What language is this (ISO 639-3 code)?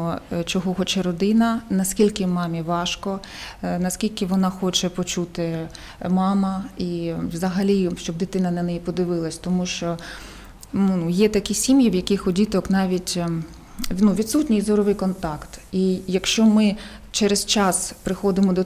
ukr